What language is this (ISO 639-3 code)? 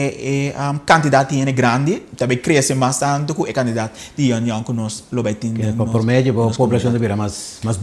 pap